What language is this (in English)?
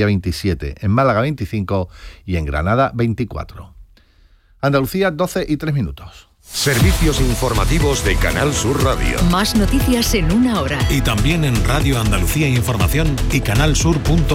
Spanish